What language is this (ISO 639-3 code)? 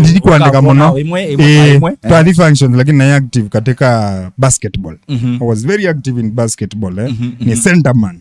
kam